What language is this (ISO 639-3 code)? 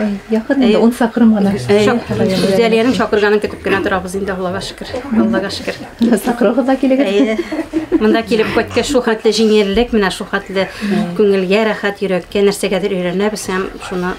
bak